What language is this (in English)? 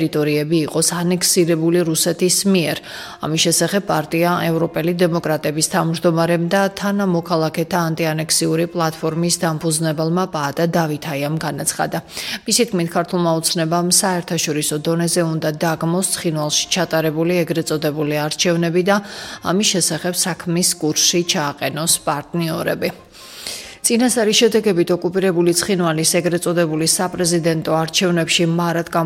Georgian